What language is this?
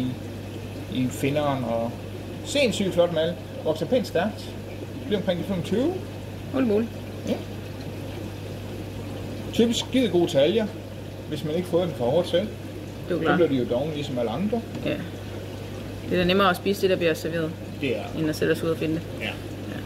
Danish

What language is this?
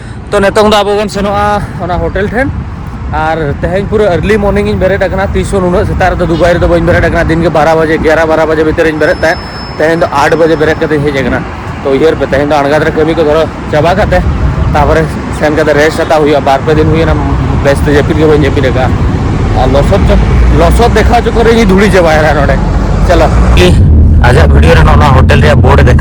Santali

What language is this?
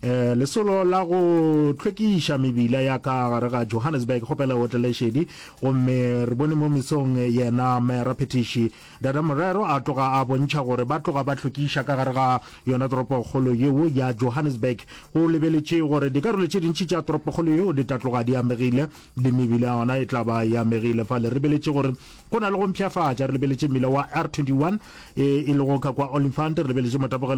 Northern Sotho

